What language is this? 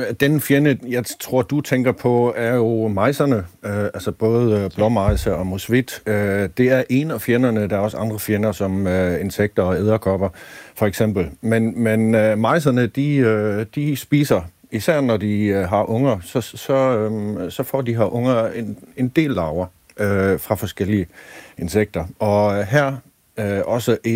Danish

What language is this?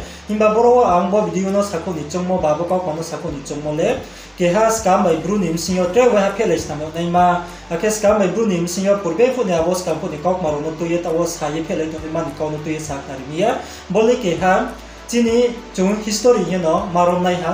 Riang (India)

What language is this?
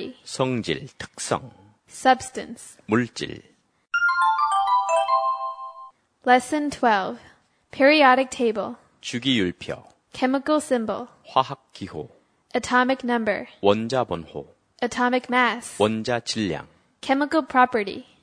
Korean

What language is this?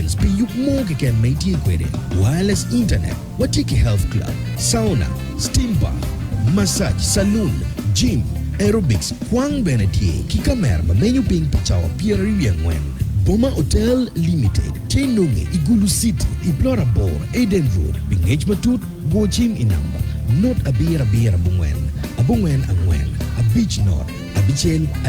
Acoli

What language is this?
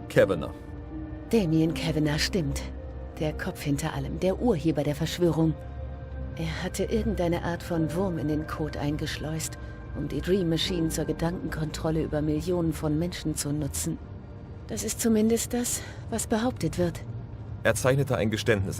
Swiss German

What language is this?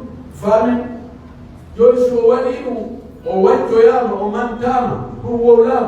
Pular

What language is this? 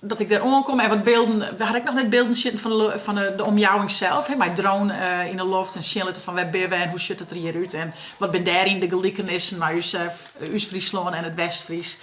Western Frisian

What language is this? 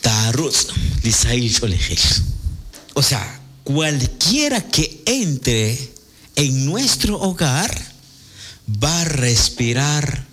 Kekchí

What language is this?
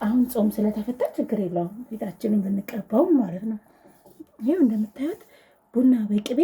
Amharic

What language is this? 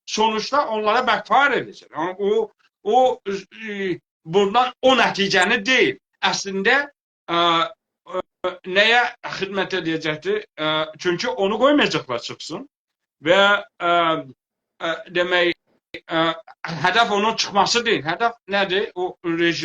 South Azerbaijani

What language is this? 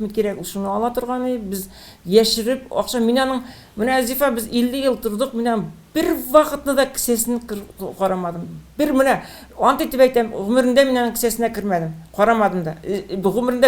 Tatar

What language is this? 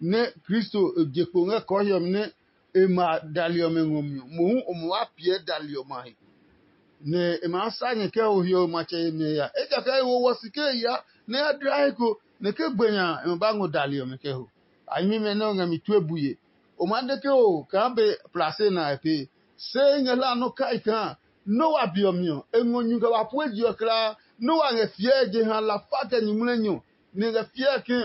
Adangme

